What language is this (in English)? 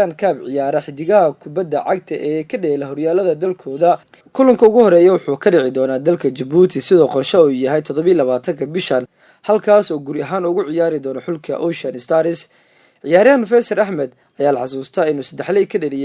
Somali